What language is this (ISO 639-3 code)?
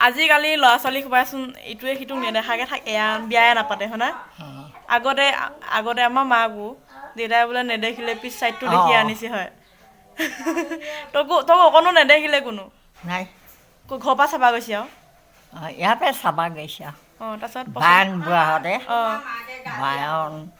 asm